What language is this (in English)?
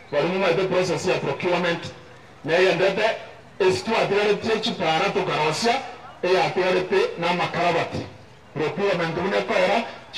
Gusii